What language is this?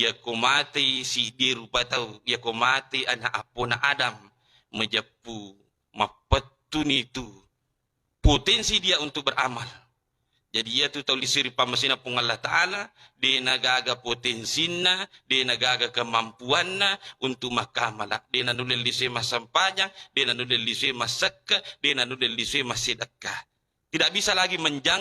Buginese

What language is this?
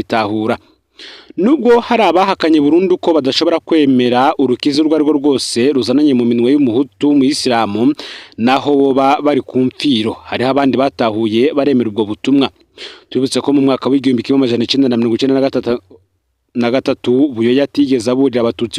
Rundi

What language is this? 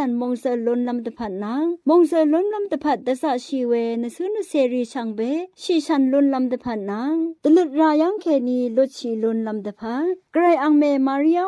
Rawang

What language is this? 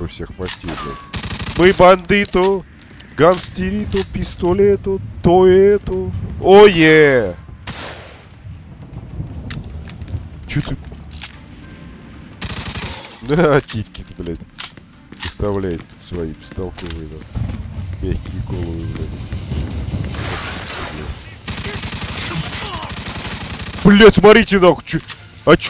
Russian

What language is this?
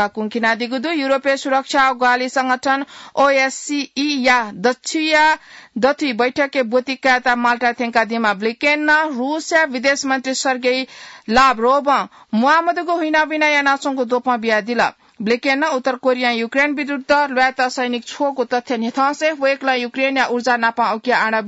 Newari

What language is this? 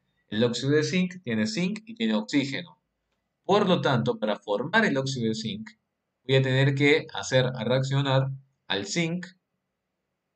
Spanish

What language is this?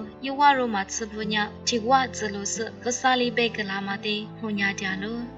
Lisu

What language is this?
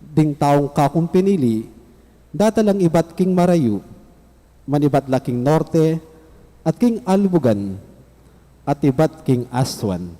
Pampanga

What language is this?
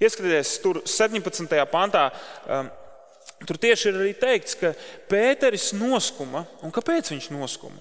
Latvian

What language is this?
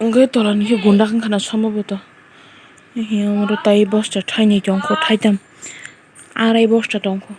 Kok Borok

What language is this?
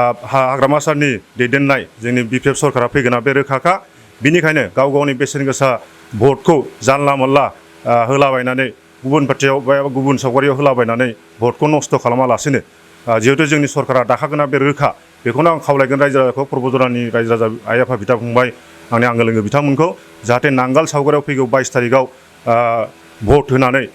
Bodo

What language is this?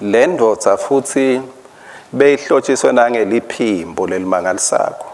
Swati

